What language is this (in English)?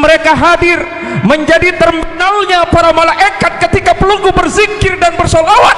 Sasak